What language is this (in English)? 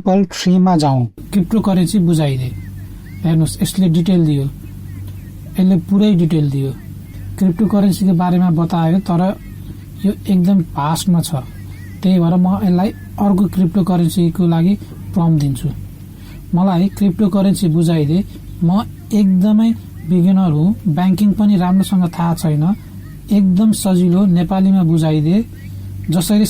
Nepali